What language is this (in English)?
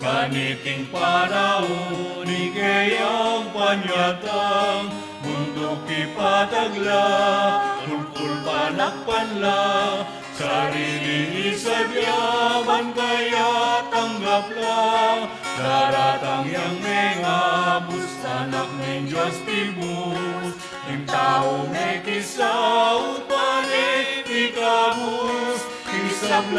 Pampanga